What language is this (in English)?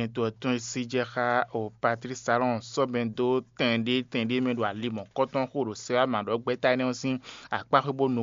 Fon